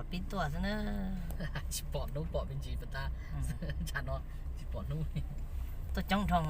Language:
Hmong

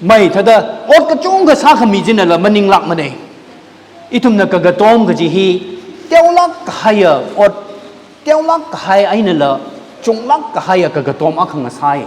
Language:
Tangkhul Naga (India)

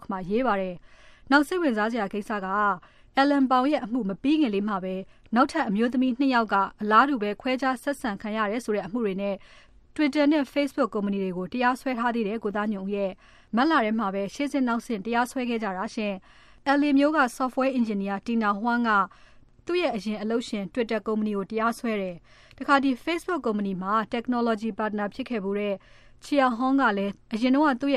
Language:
Burmese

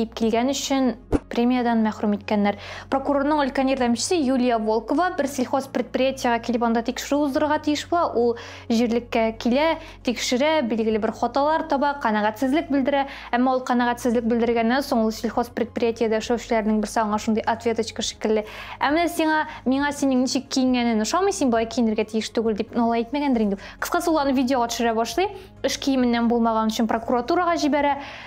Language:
Tatar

